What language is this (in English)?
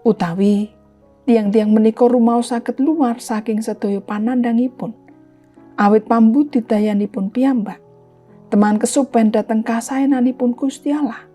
Javanese